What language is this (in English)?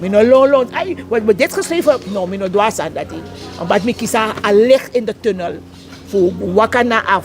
Sranan Tongo